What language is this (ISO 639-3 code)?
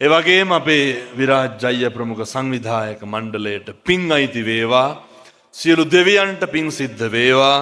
sin